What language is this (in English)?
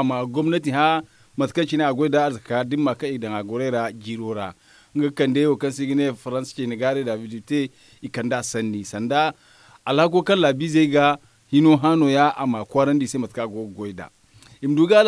Zarma